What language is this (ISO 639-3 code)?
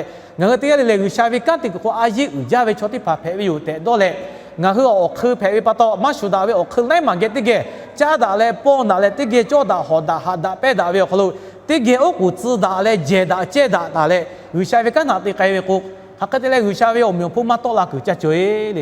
lhu